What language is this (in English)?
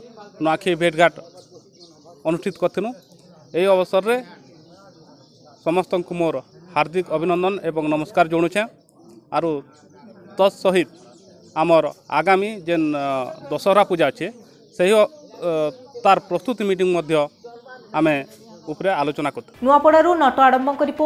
Odia